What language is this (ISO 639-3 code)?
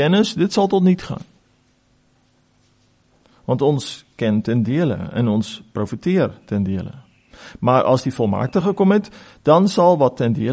afr